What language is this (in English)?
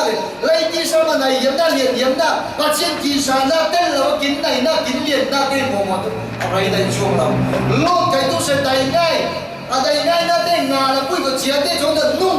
Falam Chin